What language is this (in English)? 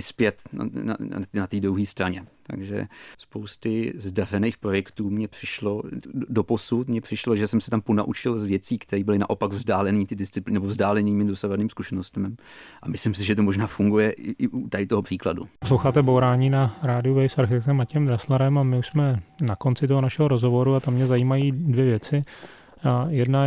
Czech